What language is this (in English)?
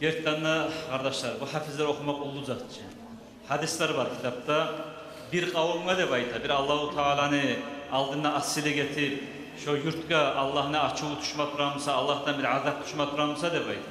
Kumyk